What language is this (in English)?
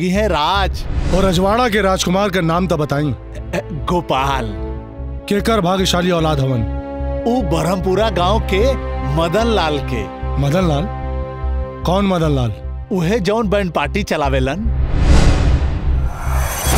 Bhojpuri